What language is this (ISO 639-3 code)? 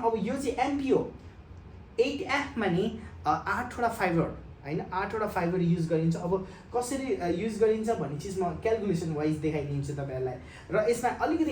nep